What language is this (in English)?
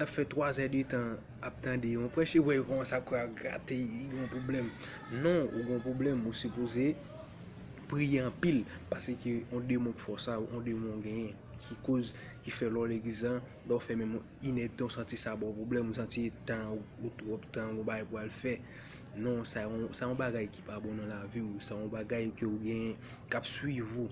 Haitian Creole